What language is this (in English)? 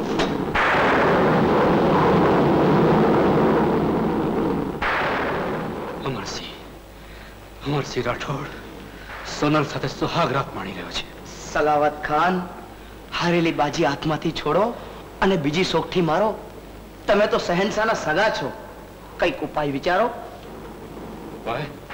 Gujarati